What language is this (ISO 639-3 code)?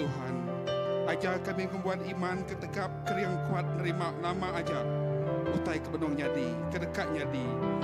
iba